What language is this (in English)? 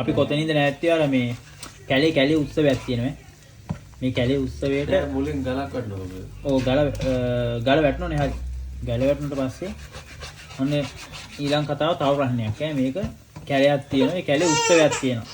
Sinhala